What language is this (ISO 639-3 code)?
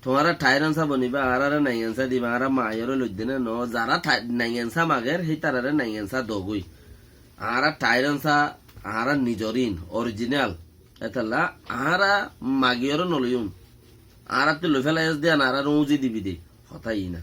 rhg